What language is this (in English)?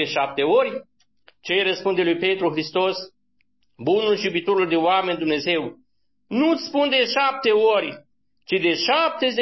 Romanian